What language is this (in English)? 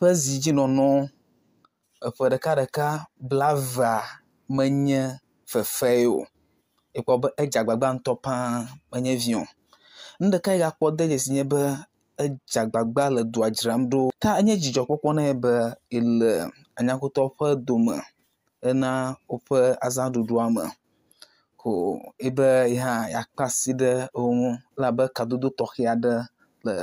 Ewe